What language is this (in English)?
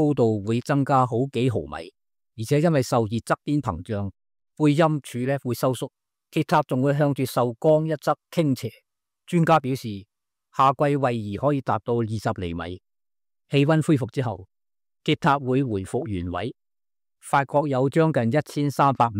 Cantonese